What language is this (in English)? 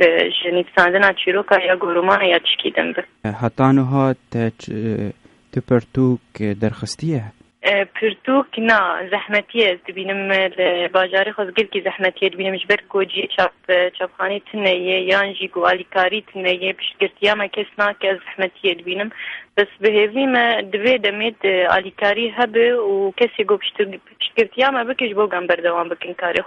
Kurdish